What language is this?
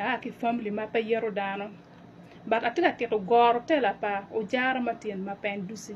Acoli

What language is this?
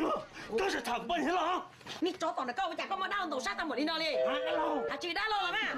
Hmong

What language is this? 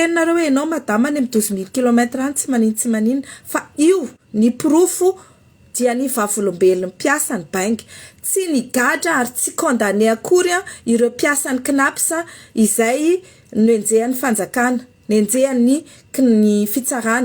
Malagasy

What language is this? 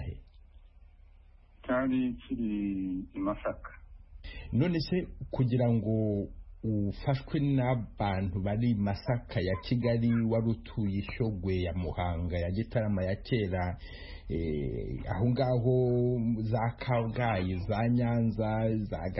Kinyarwanda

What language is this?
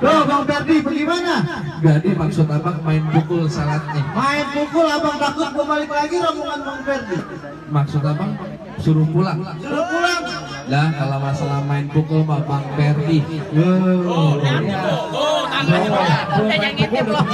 Betawi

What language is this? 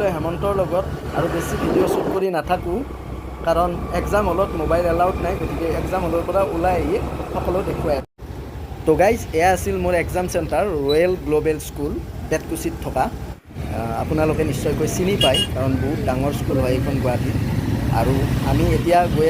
Assamese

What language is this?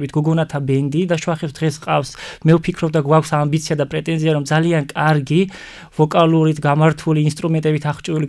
Georgian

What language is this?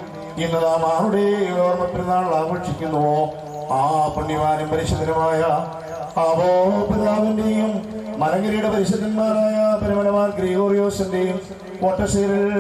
Malayalam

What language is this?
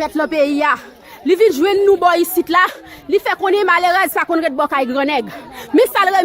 Haitian Creole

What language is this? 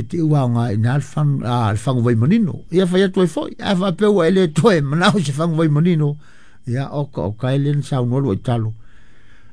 Samoan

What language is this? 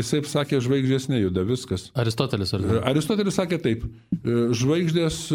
Lithuanian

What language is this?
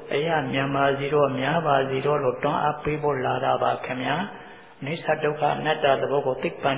Burmese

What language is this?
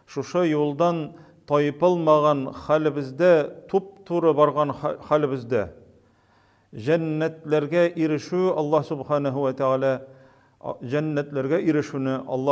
Tatar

